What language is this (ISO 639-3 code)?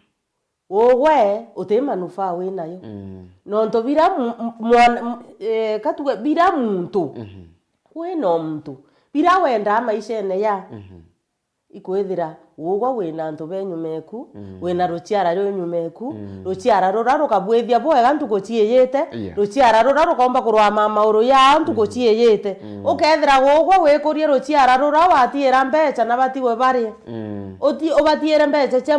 mer